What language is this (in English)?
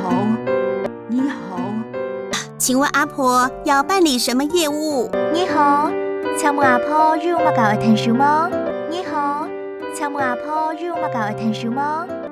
Hakka Chinese